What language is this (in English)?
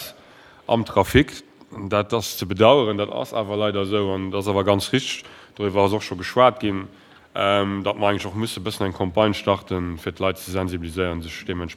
Luxembourgish